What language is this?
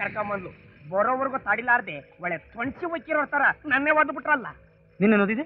Kannada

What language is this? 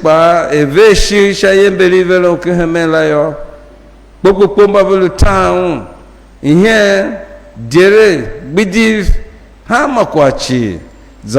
Tiv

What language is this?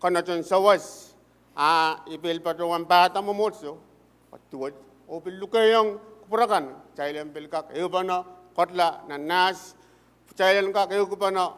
Pohnpeian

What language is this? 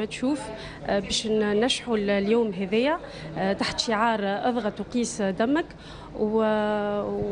Tunisian Arabic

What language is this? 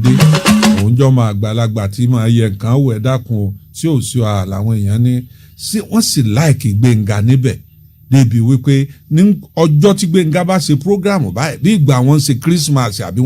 Yoruba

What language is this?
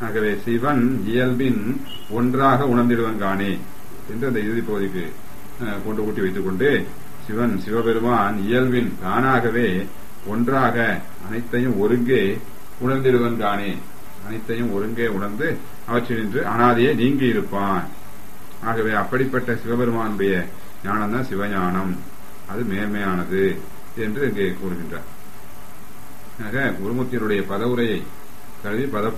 Tamil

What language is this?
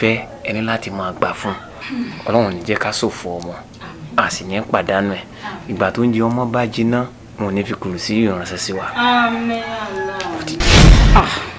Yoruba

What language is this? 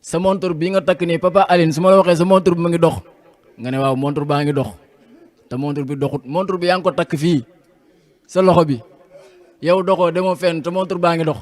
Wolof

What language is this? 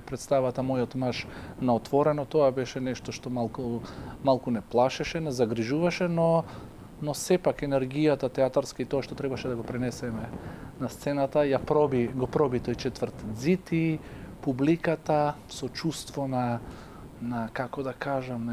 Macedonian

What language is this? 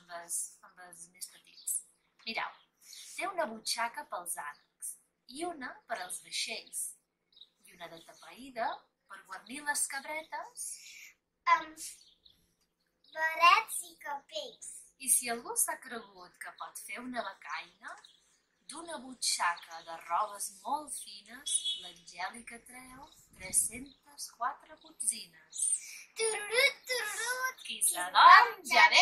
Catalan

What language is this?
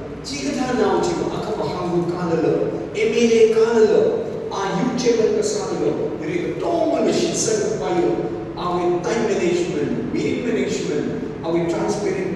Tangkhul Naga (India)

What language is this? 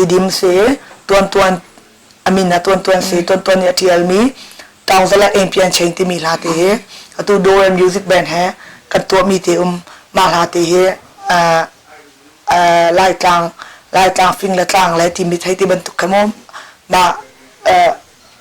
Hakha Chin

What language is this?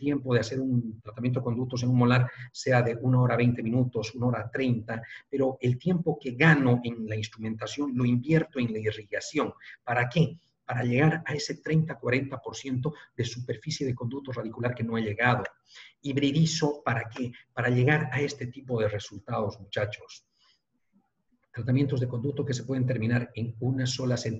Spanish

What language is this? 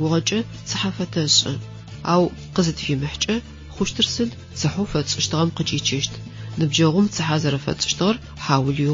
Adyghe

